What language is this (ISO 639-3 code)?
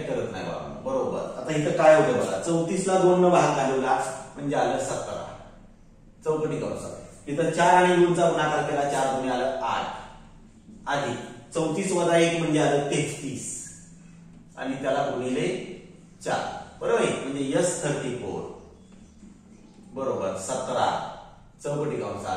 mar